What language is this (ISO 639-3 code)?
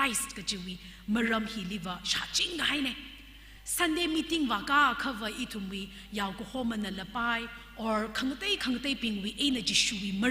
nmf